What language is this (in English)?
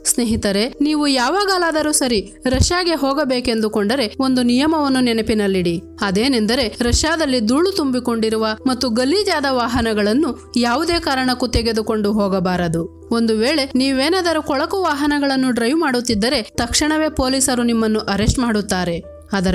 Kannada